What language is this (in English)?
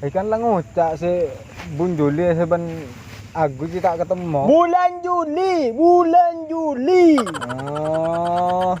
Madurese